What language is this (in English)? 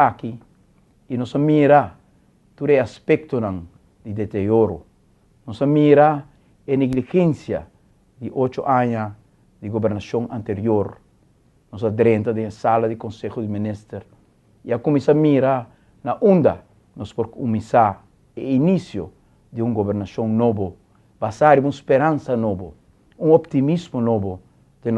Papiamento